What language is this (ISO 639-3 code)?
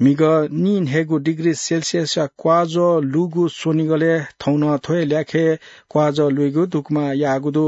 new